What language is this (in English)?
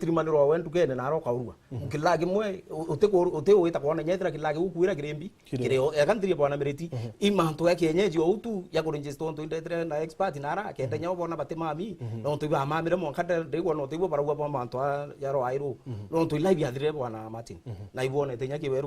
Meru